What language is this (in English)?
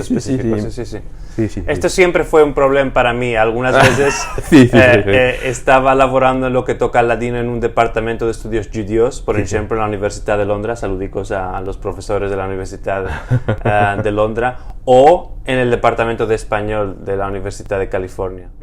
Ladino